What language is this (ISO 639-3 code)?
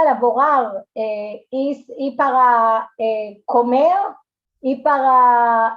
lad